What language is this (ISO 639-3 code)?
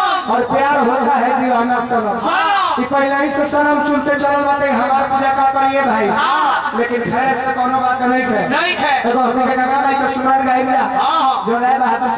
bho